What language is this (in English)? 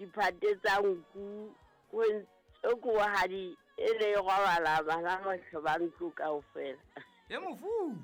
Southern Sotho